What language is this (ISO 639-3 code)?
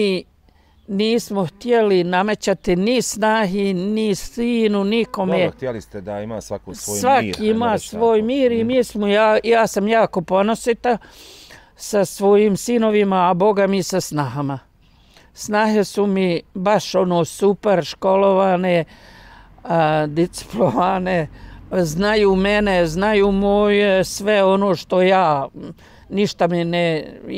bos